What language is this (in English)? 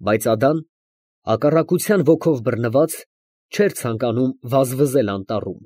Armenian